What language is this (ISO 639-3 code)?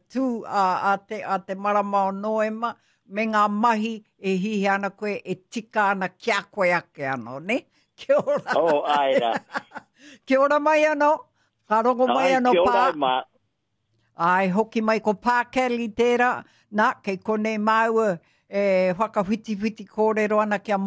mri